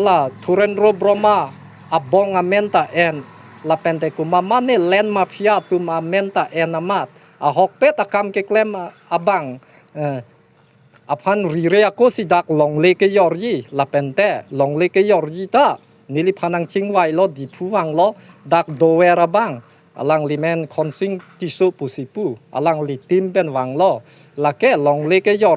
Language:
Karbi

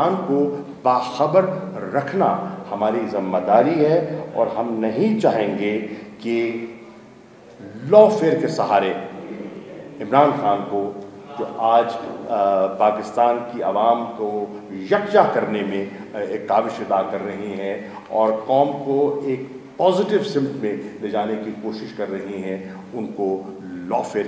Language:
Urdu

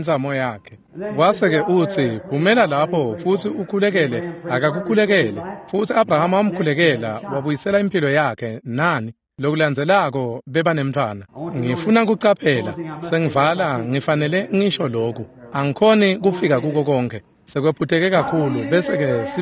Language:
Swati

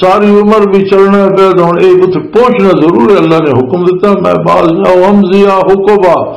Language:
Western Panjabi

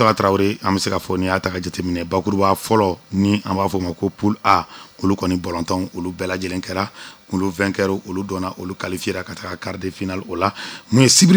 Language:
Bambara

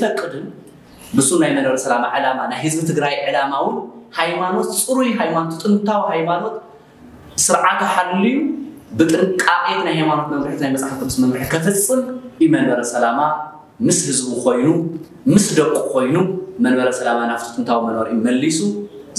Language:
Tigrinya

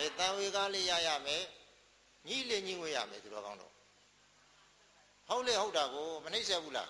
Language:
Burmese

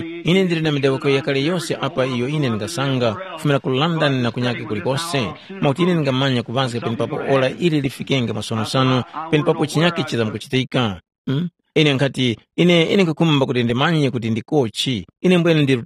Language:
Tumbuka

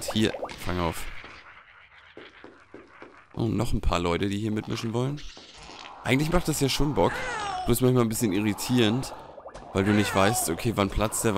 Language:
German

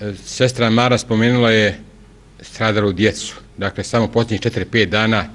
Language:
Bosnian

